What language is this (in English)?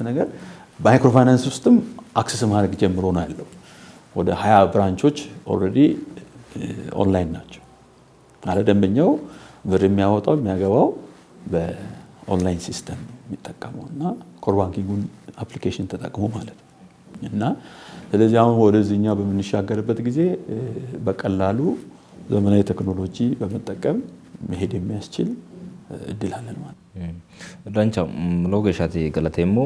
Sidamo